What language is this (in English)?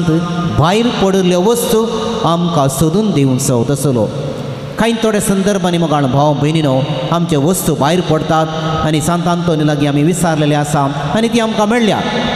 Konkani